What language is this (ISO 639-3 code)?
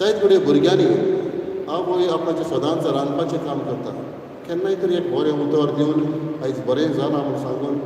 kok